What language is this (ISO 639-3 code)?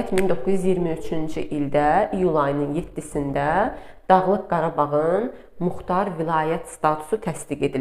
aze